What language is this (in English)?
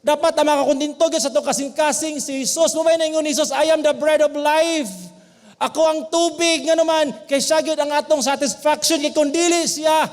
Cebuano